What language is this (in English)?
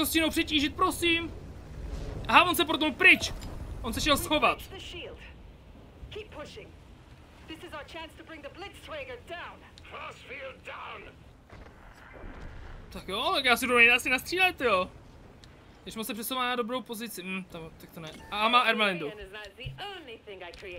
Czech